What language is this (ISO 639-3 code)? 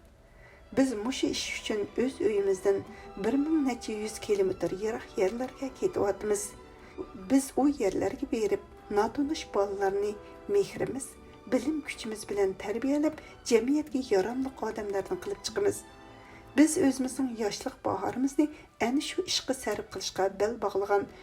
uig